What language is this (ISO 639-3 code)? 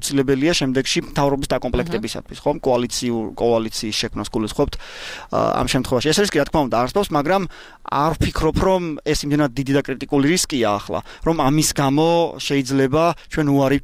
kat